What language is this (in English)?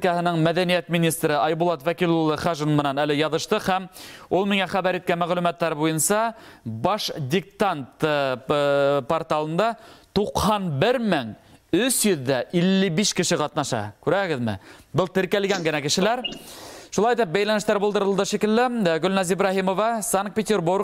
Bashkir